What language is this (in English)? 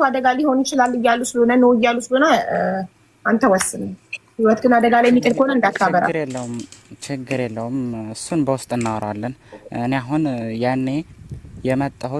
Amharic